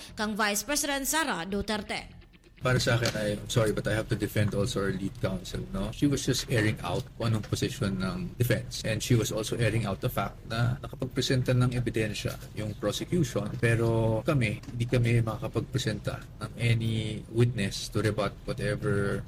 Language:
Filipino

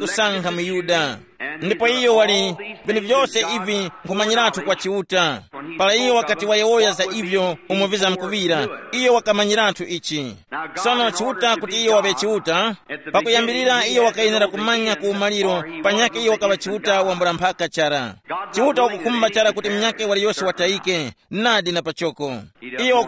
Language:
Tumbuka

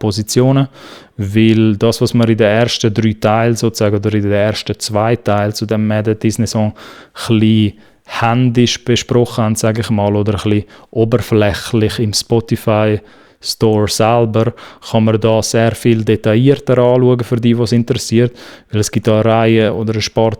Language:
Swiss German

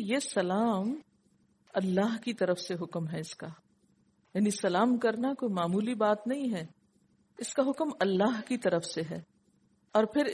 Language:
Urdu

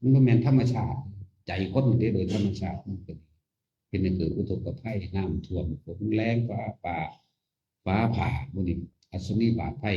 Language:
Northeastern Thai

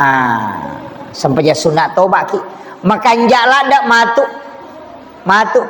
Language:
Buginese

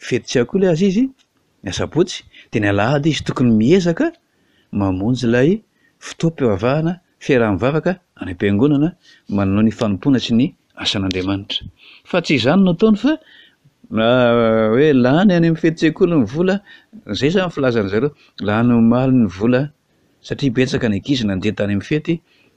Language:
Malagasy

